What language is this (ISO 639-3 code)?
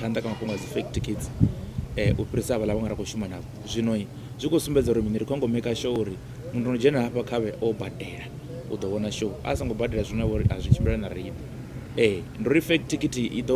ven